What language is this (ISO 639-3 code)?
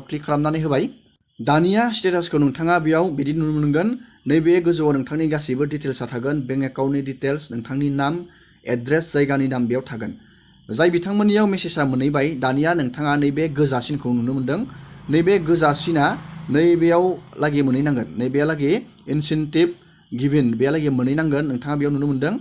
brx